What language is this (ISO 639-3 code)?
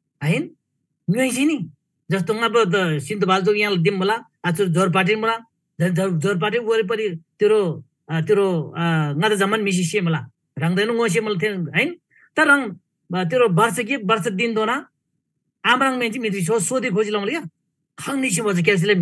taj